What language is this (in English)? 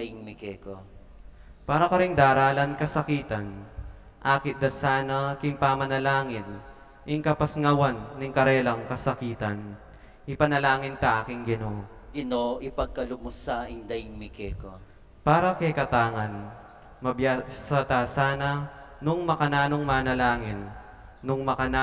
Pampanga